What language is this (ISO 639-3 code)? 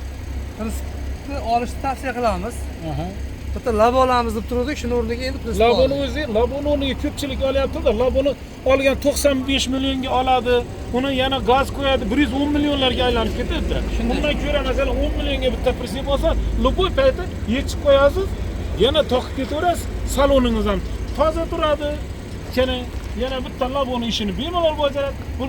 uzb